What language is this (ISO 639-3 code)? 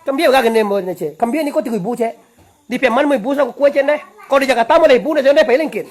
min